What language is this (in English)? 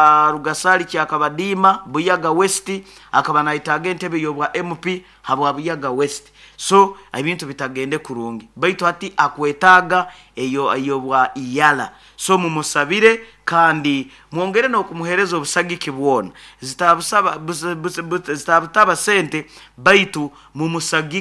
Nyoro